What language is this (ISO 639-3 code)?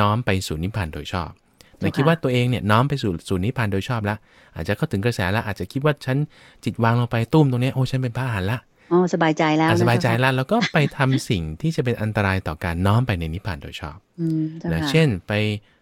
tha